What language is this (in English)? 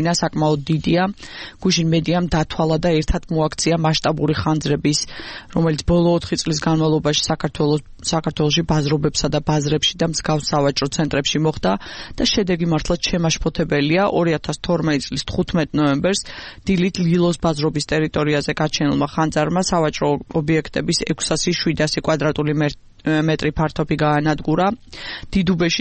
Georgian